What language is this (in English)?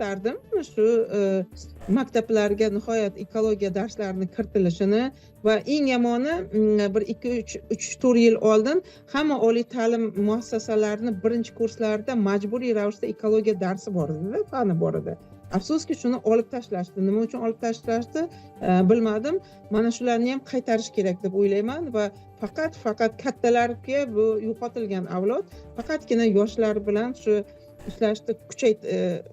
Uzbek